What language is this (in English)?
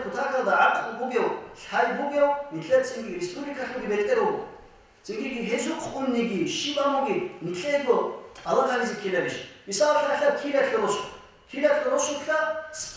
Avaric